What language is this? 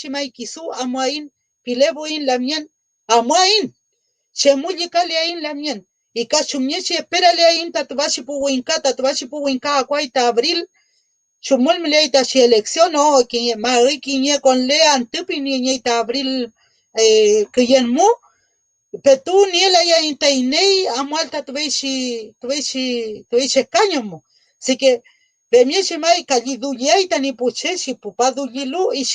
Mapuche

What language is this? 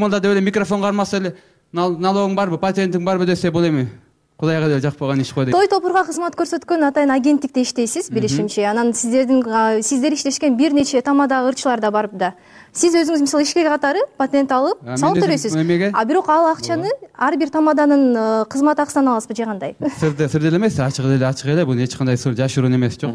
Kyrgyz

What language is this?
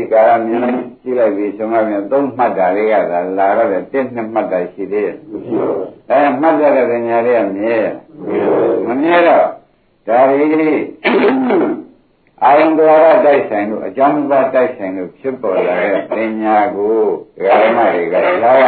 Burmese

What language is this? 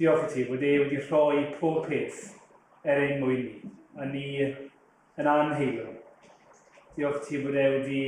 Welsh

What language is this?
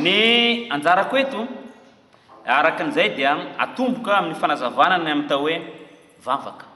Malagasy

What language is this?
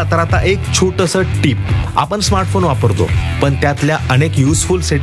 Marathi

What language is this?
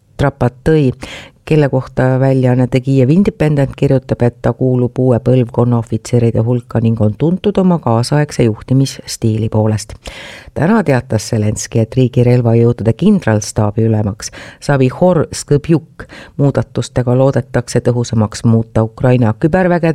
Estonian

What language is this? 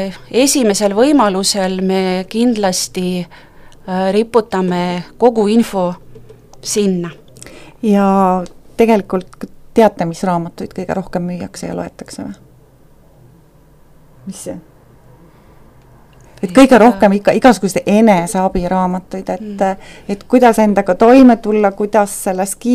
Estonian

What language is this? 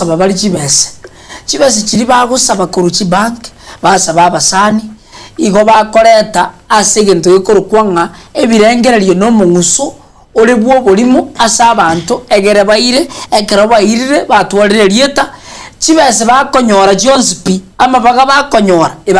Gusii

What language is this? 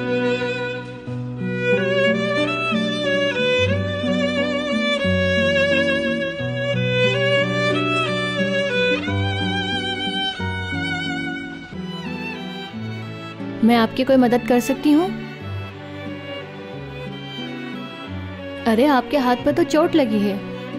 Hindi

